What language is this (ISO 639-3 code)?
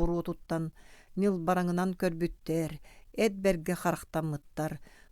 sah